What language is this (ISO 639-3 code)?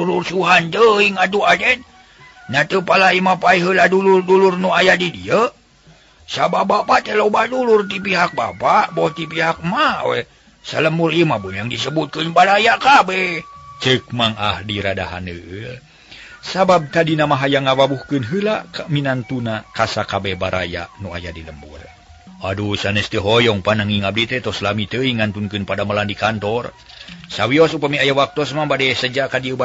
sun